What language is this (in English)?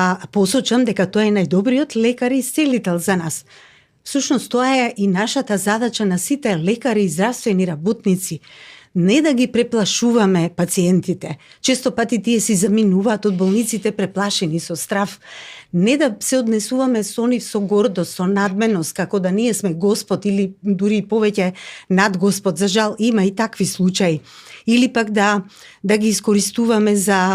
Macedonian